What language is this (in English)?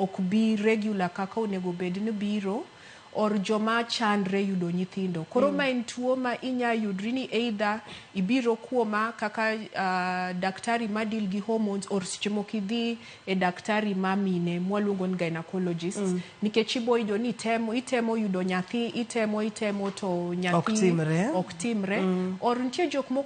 Luo (Kenya and Tanzania)